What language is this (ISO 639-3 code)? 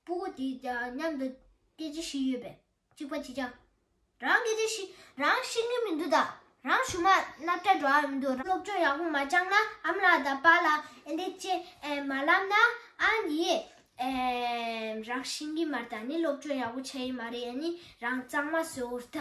bod